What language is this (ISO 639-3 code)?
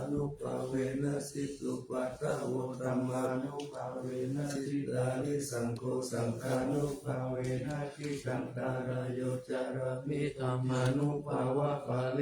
pli